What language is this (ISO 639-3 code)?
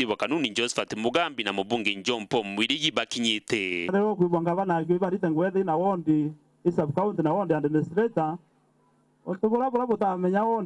mer